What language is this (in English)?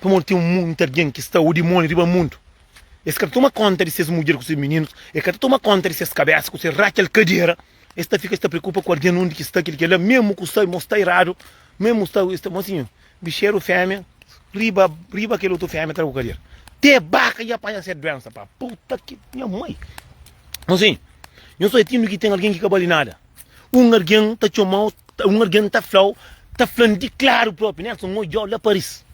Kabuverdianu